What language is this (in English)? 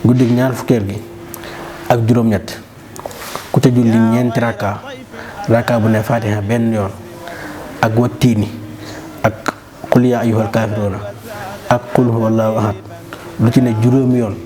Wolof